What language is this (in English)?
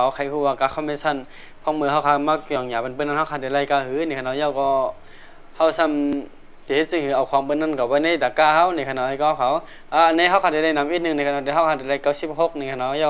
Shan